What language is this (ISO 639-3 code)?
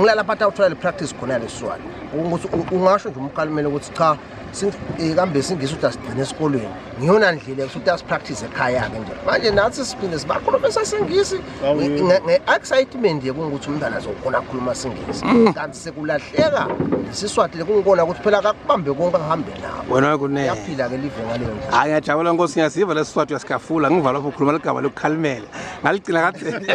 ssw